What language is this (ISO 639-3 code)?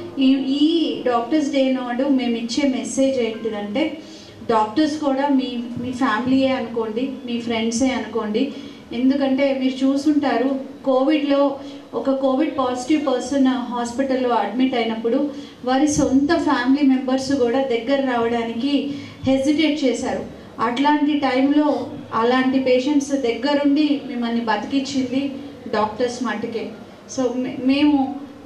tel